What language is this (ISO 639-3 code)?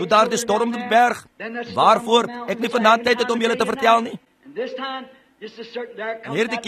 afr